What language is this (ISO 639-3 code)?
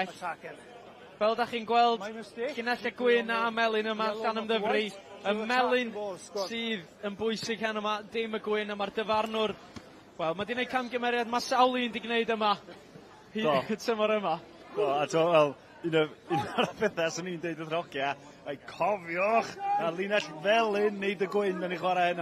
cym